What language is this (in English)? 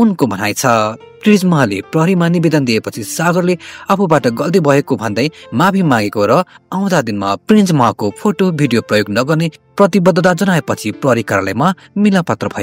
Nepali